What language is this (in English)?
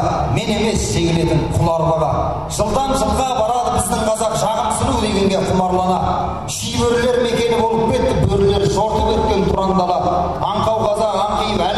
Kazakh